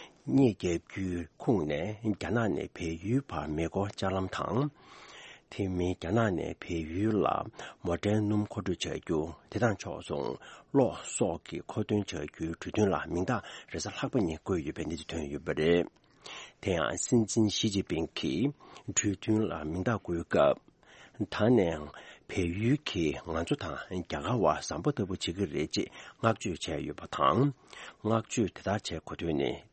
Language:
Tibetan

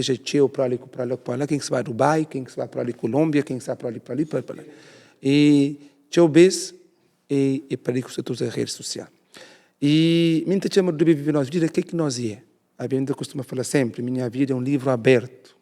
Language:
Kabuverdianu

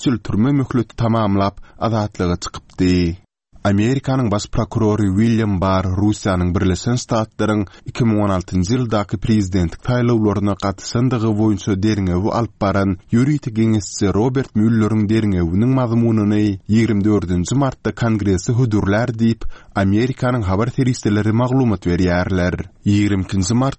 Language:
Kyrgyz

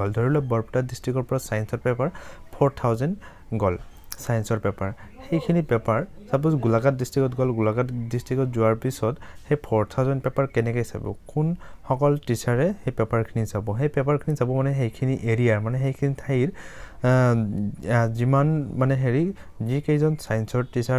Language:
Assamese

